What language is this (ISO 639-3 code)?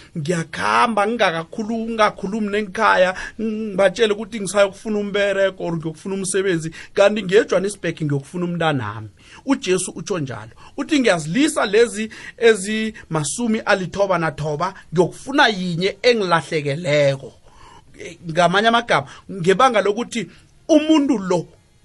nbl